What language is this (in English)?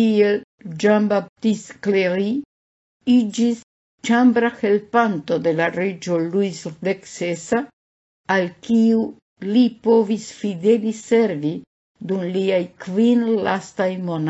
Esperanto